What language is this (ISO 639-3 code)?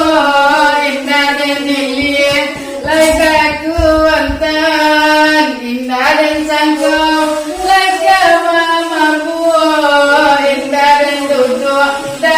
min